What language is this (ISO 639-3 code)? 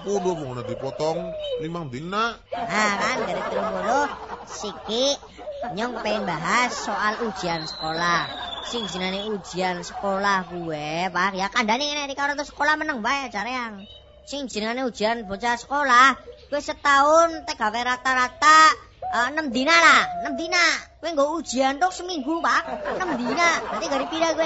jav